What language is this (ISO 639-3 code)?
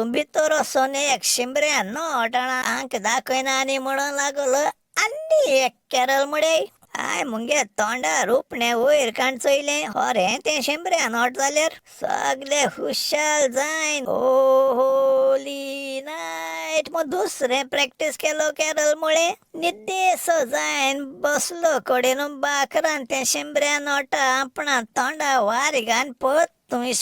kok